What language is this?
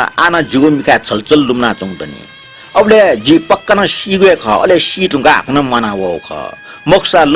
Newari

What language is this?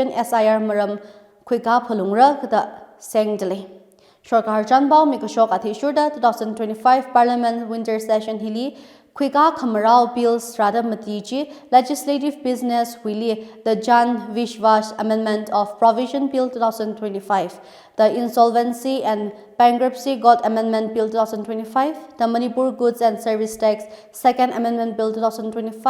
Tangkhul Naga (India)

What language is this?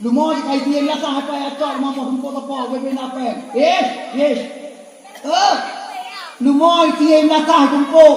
Achinese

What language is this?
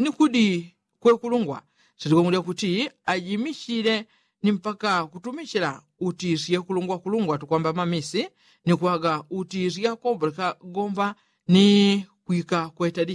Yao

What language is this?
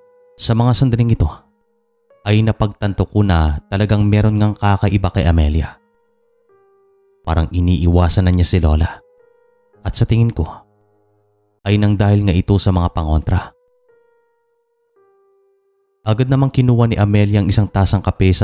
Filipino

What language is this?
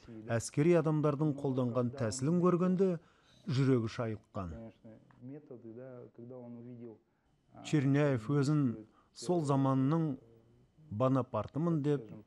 Kazakh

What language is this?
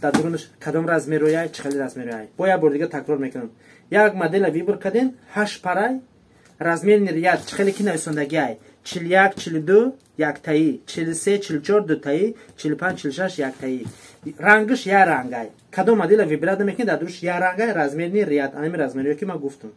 Tajik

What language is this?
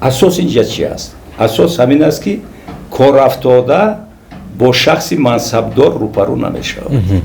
Tajik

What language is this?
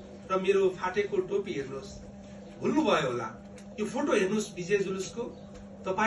Nepali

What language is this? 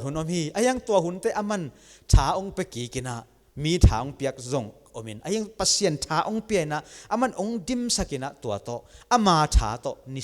Tedim Chin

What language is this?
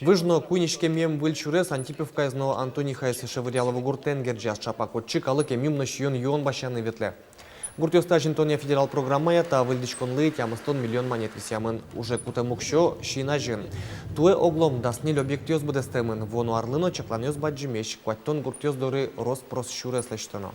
Udmurt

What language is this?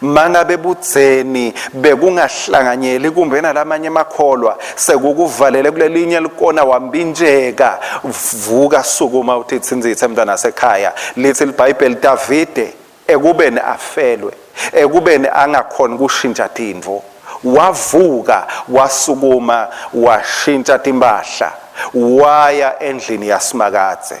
Swati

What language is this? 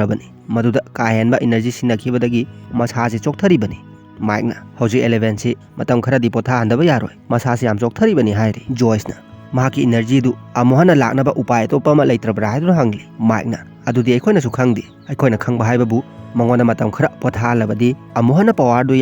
Manipuri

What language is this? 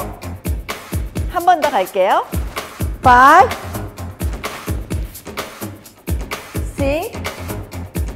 Korean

